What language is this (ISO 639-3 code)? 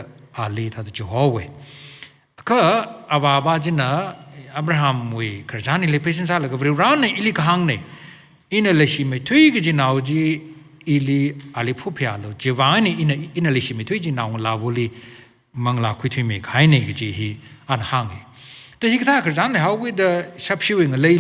nmf